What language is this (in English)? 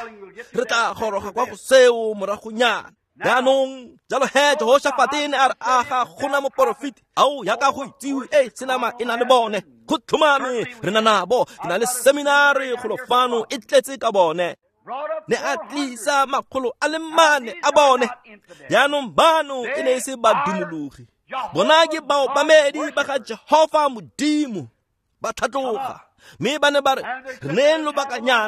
Tswana